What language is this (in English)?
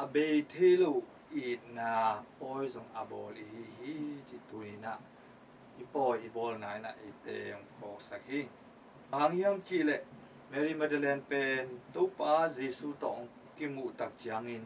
Tedim Chin